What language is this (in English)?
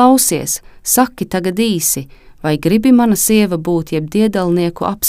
Latvian